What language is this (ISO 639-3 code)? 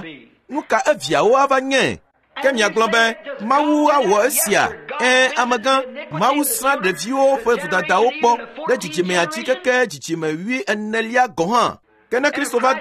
ewe